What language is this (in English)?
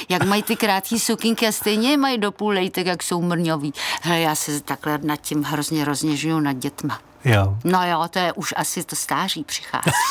Czech